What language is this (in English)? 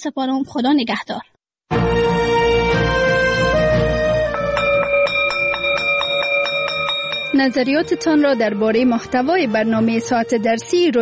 Persian